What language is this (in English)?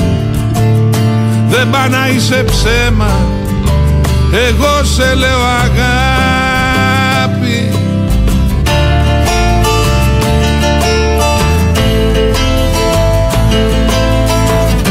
Greek